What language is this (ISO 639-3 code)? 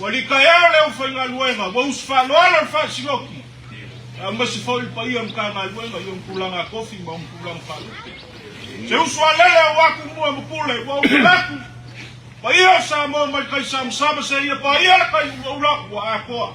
smo